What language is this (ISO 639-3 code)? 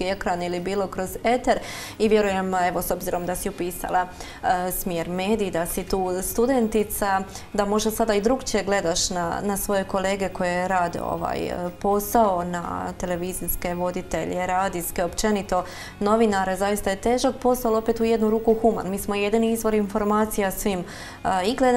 hrv